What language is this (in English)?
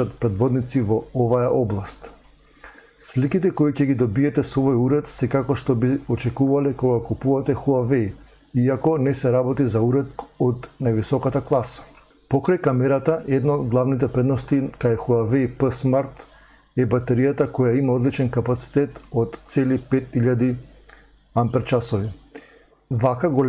Macedonian